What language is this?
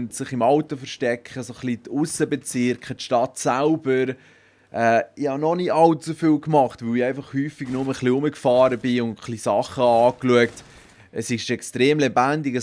Swiss German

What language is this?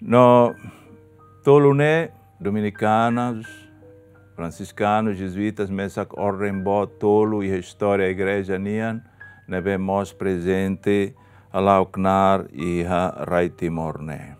Tetum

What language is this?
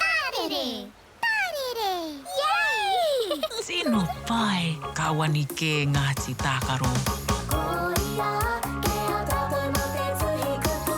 Māori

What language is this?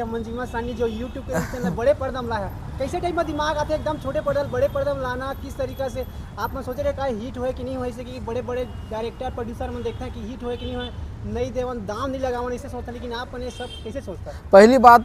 Chhattisgarhi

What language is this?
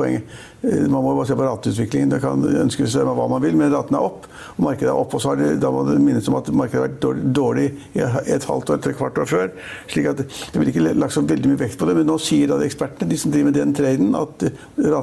Norwegian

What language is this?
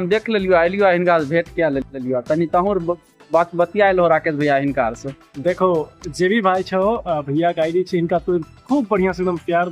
Maithili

